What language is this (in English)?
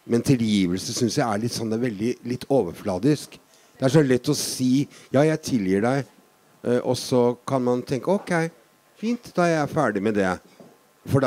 Norwegian